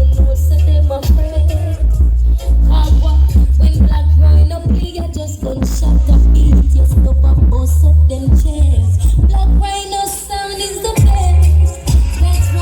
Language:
Jamaican Creole English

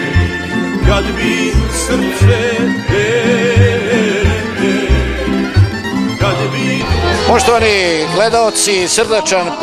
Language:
Serbian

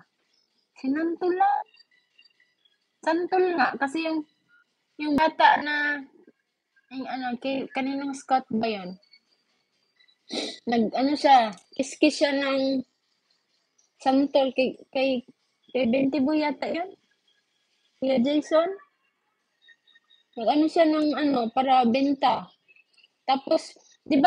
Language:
Filipino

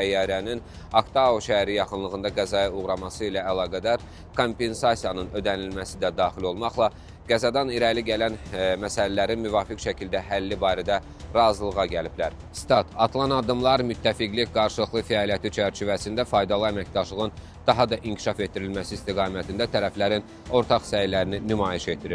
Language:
Azerbaijani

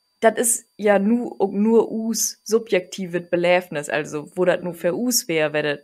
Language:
Low German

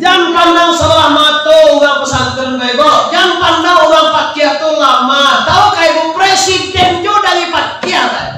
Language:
Minangkabau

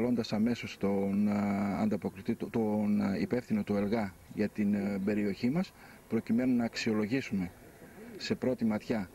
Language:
Greek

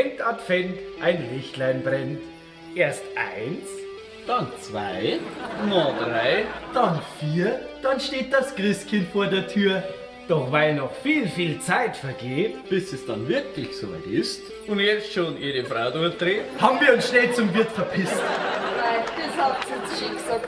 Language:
Bavarian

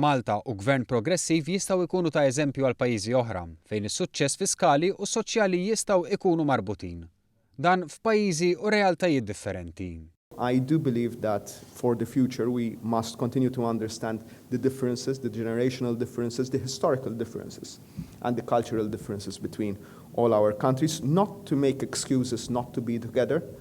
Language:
Maltese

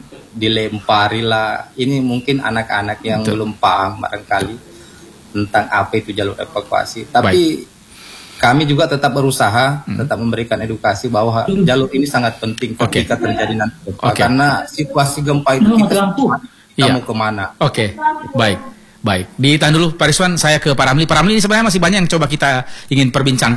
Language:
Indonesian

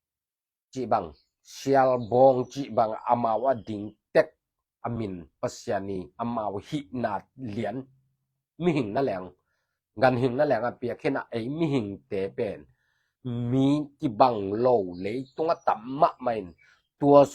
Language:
Tedim Chin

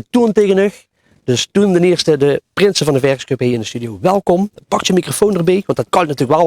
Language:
Limburgish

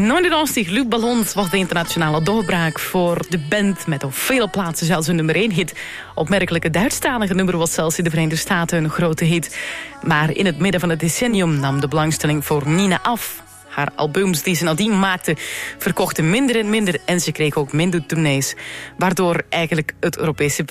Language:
Dutch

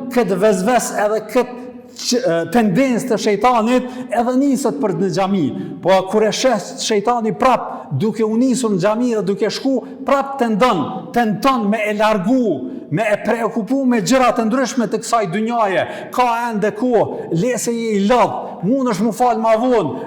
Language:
Albanian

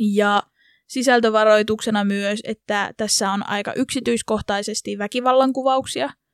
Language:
Finnish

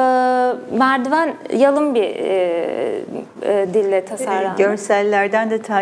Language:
Turkish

